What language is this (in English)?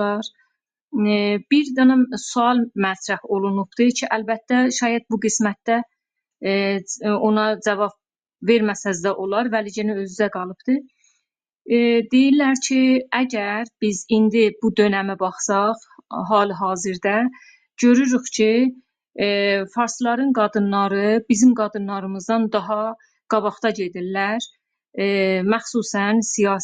South Azerbaijani